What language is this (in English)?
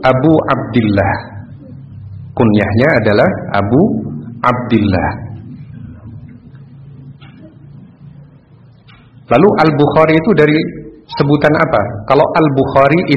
Indonesian